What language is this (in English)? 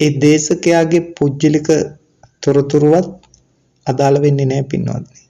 Sinhala